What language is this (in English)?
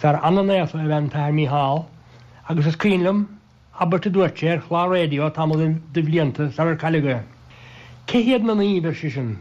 Irish